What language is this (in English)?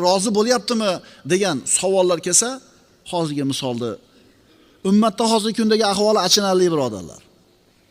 Uzbek